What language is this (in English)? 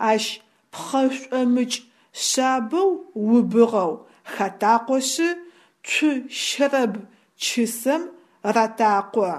Adyghe